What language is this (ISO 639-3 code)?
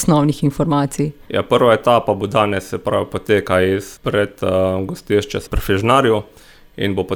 slv